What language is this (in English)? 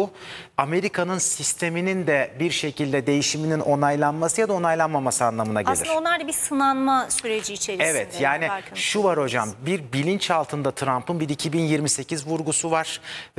Turkish